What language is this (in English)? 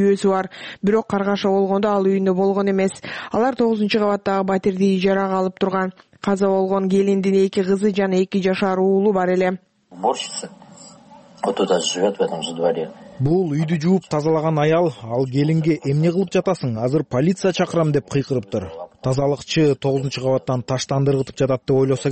Kyrgyz